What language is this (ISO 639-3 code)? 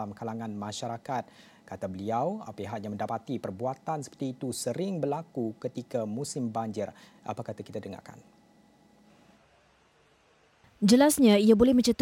msa